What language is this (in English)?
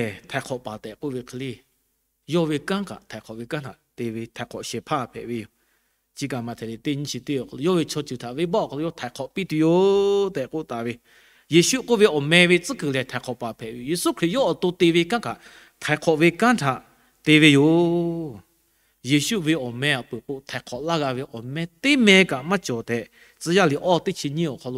Lahu